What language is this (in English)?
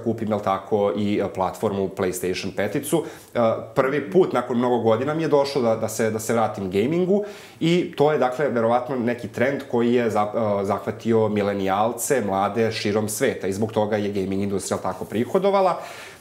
Serbian